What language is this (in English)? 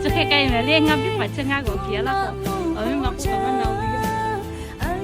Lahu